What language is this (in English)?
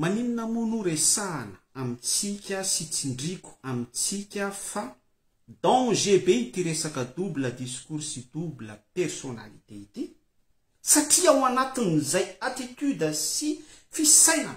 Malagasy